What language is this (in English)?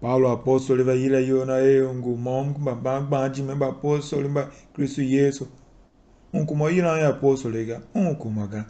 Tiv